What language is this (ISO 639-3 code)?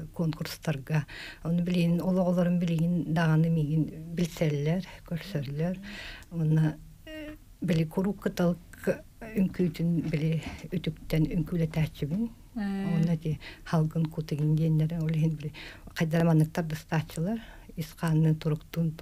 sah